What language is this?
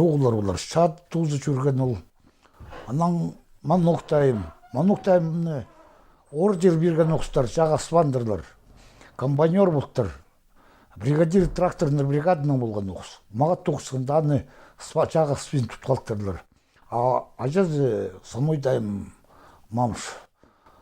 Khakas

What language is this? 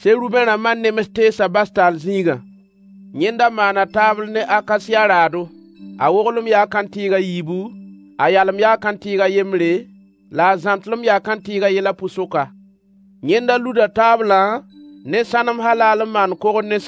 Mossi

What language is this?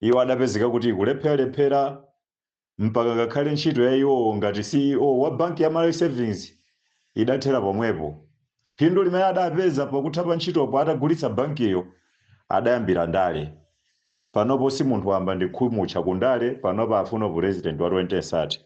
Nyanja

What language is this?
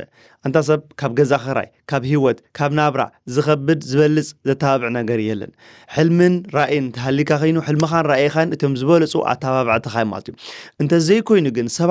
Tigrinya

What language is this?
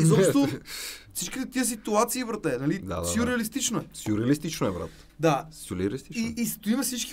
Bulgarian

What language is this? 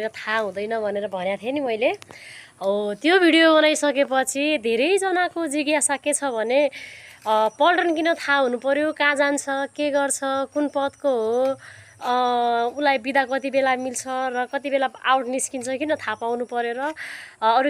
Nepali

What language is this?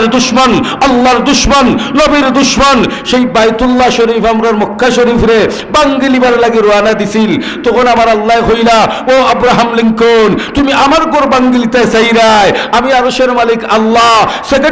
Sylheti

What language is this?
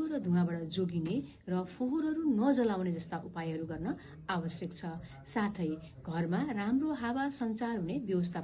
Nepali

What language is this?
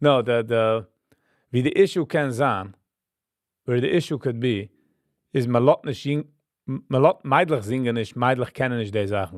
Yiddish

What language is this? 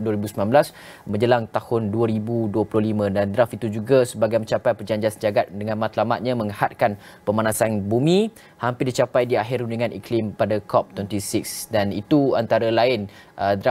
Malay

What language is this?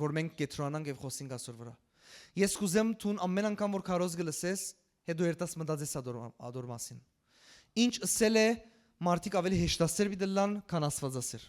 Western Armenian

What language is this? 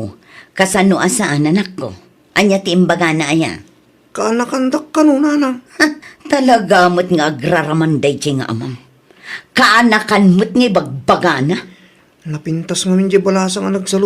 Iloko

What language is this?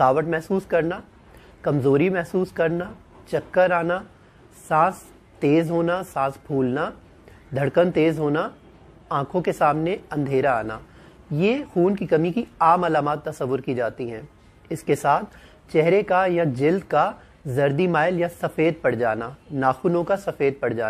Urdu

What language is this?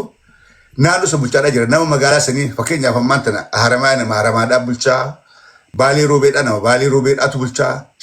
Oromo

